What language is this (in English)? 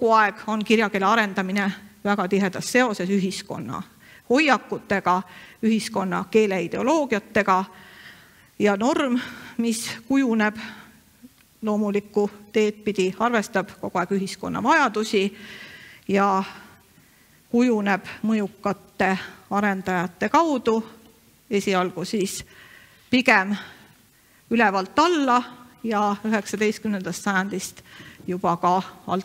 Estonian